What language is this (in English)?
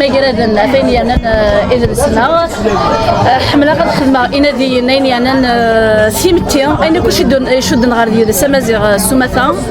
Kabyle